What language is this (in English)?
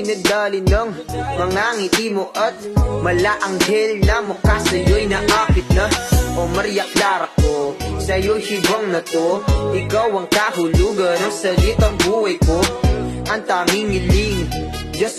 Filipino